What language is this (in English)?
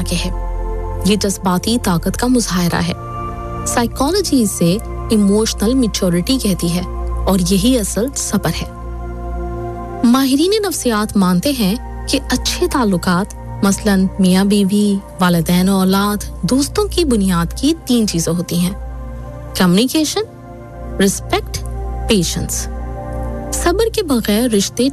Urdu